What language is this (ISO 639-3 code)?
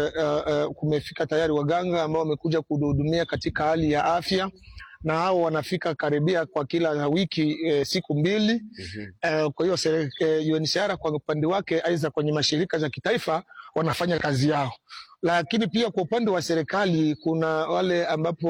swa